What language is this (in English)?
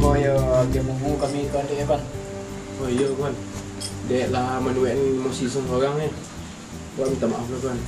Minangkabau